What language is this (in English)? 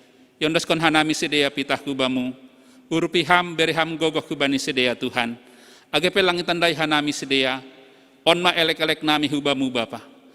Batak Simalungun